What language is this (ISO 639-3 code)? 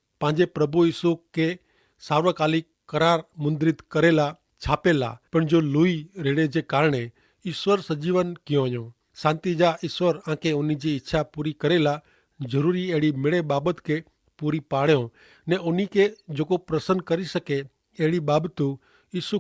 kfr